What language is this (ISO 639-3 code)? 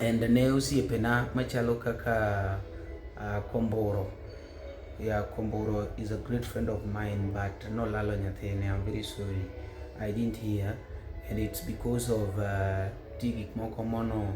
luo